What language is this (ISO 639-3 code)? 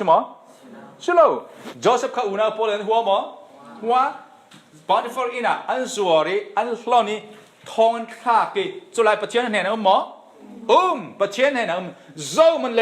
cfm